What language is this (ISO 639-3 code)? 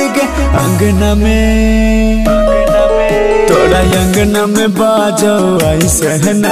bho